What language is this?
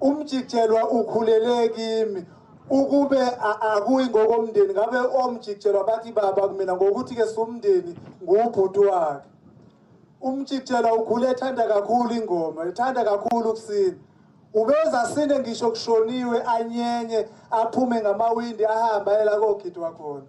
Zulu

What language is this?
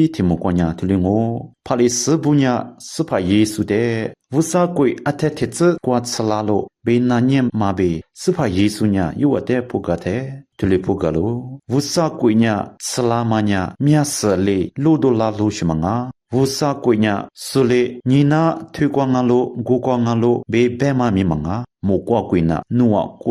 Lisu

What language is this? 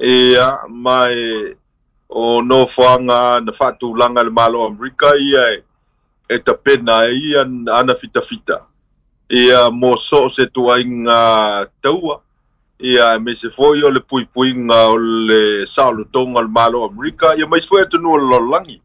Samoan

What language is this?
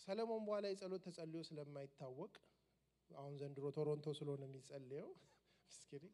Amharic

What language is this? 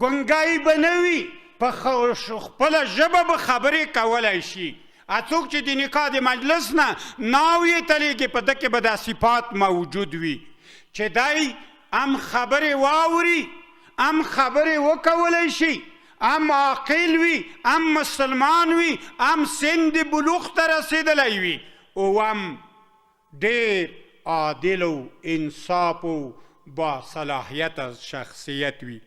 Pashto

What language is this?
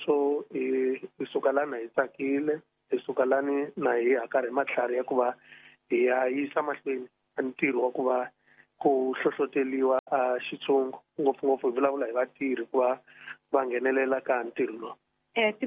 Tsonga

